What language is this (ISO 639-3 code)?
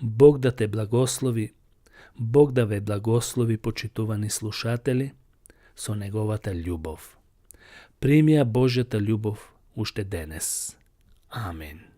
mkd